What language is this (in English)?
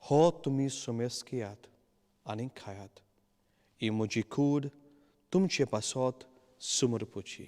Konkani